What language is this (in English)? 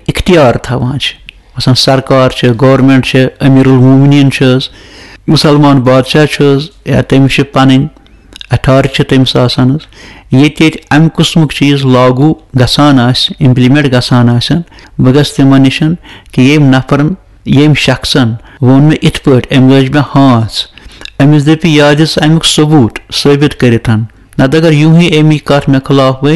Kashmiri